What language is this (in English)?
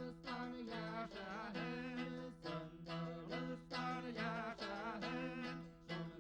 Bashkir